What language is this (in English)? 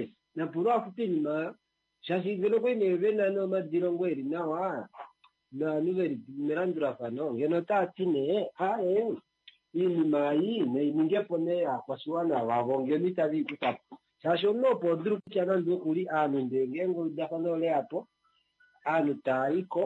Kuanyama